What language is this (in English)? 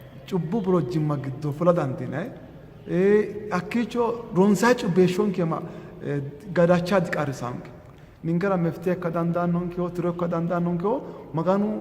Sidamo